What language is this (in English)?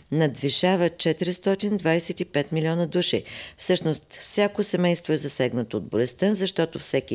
Bulgarian